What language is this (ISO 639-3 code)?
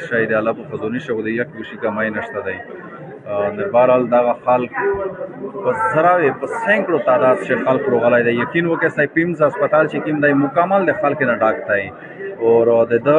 pus